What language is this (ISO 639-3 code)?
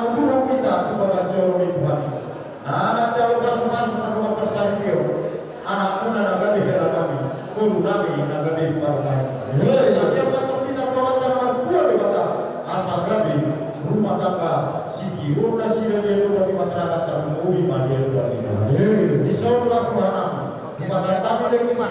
bbc